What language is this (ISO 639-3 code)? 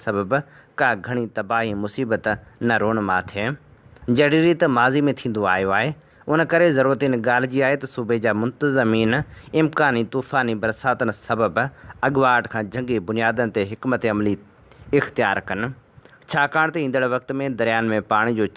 snd